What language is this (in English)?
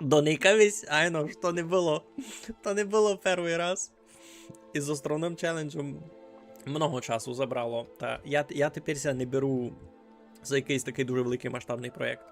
Rusyn